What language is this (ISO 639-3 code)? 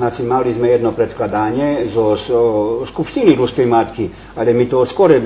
rue